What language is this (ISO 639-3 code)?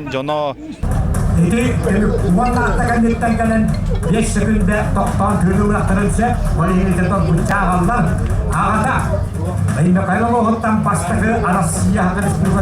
sah